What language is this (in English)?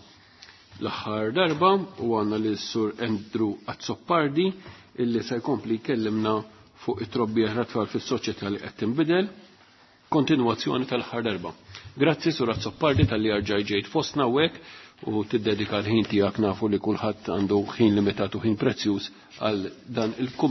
Maltese